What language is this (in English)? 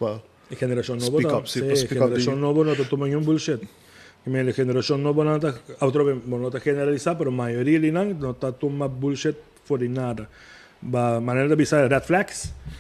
Papiamento